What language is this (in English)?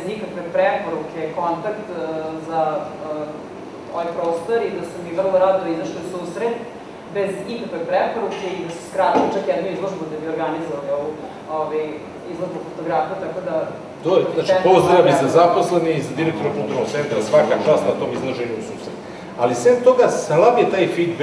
Serbian